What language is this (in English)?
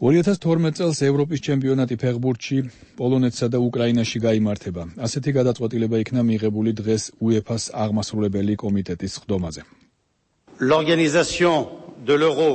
Georgian